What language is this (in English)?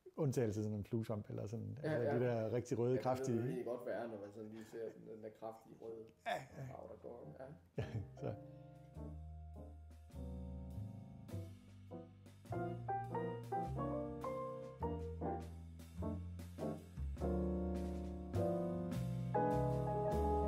Danish